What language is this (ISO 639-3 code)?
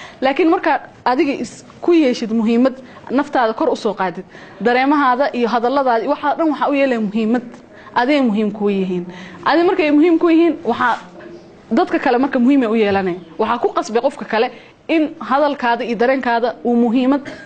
som